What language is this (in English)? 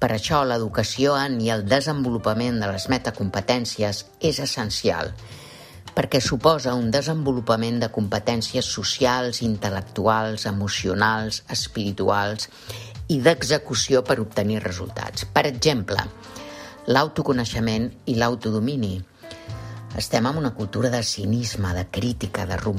Catalan